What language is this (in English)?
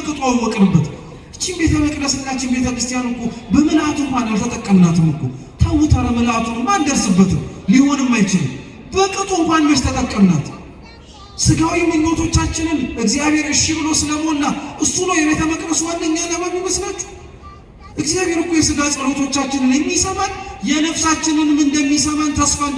Amharic